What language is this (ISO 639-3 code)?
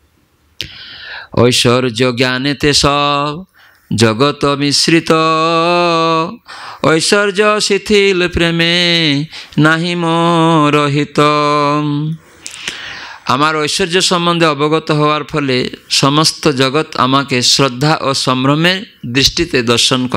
ben